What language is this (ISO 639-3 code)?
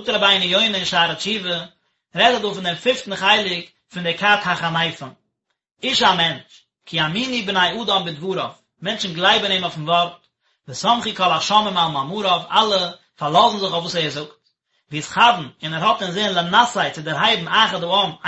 yid